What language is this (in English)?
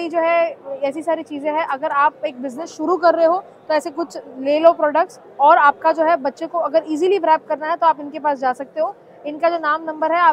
Hindi